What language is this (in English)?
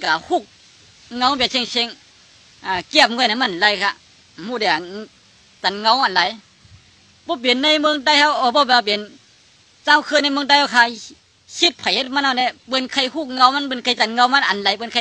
Shan